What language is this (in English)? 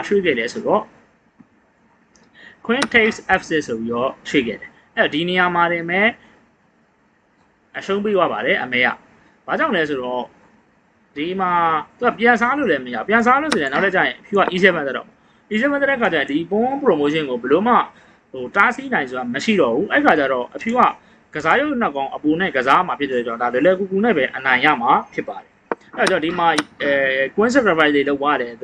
Burmese